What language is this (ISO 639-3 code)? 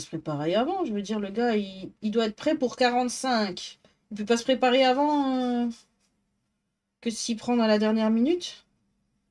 fra